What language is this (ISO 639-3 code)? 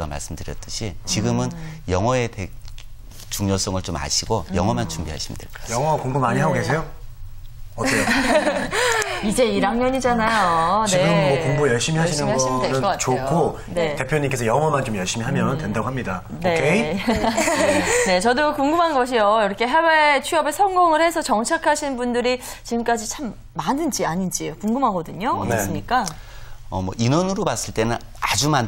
kor